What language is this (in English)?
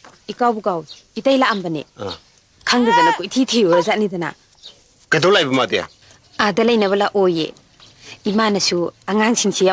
Manipuri